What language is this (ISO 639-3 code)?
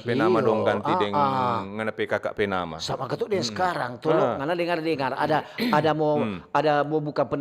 xmm